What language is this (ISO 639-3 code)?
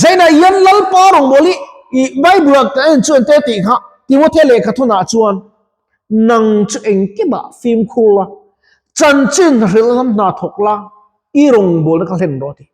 lus